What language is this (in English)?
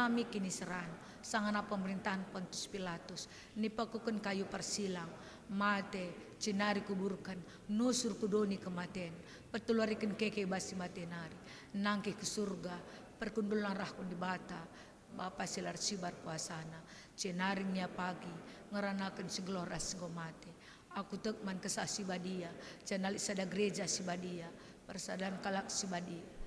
Batak Karo